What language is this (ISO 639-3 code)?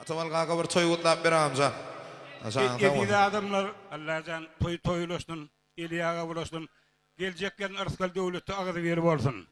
tuk